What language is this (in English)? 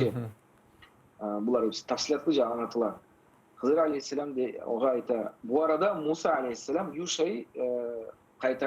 Crimean Tatar